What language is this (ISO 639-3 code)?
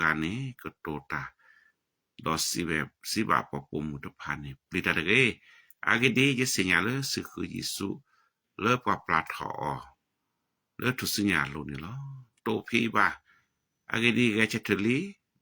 ksw